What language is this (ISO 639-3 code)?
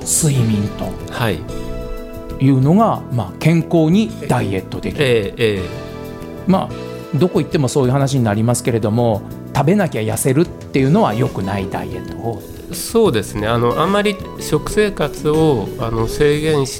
jpn